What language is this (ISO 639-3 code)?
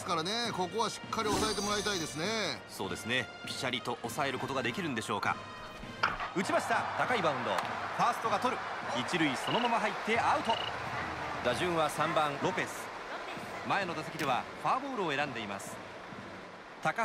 jpn